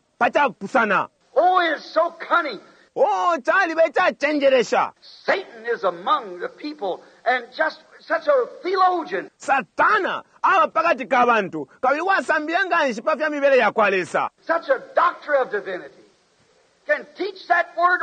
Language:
Bemba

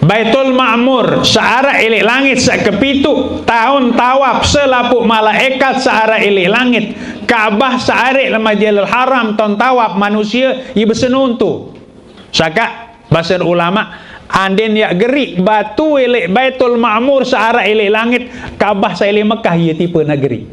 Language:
Sasak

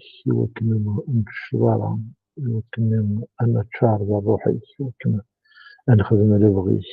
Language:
Kabyle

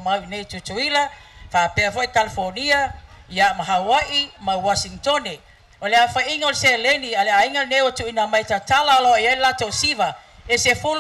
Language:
Samoan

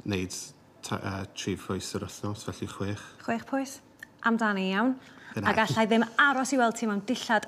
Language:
Welsh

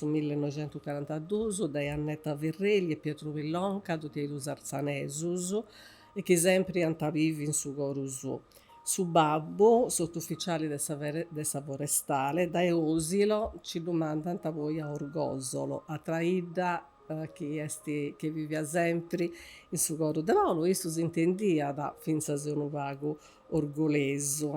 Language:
Sardinian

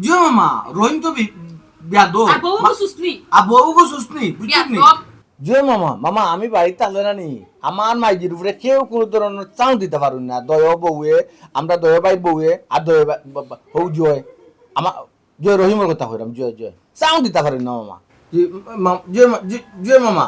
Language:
Sylheti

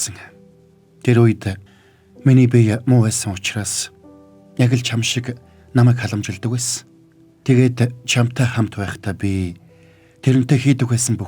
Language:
Mongolian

